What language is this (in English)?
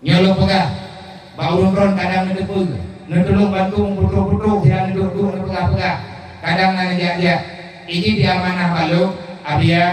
Achinese